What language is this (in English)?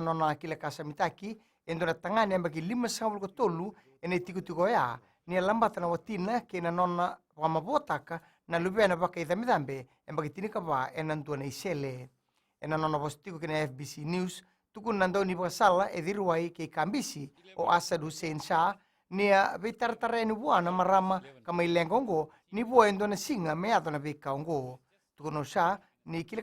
Fijian